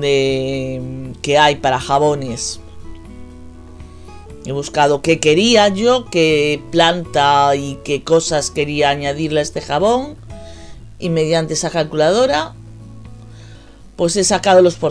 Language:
Spanish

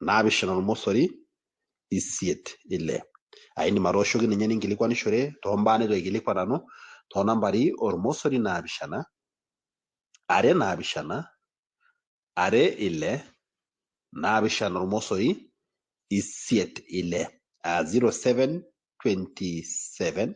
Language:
Masai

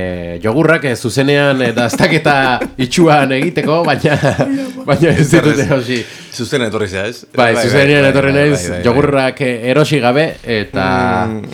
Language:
Basque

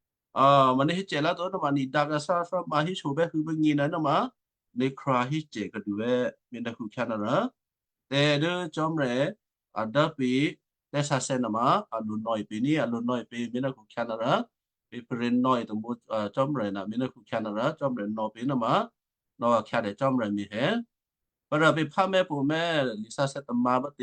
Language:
Western Kayah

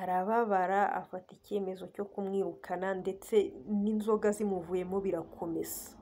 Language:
Kinyarwanda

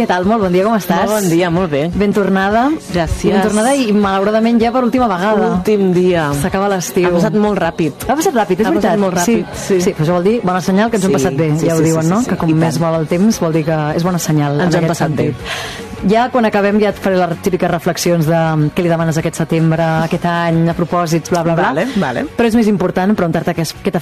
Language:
Catalan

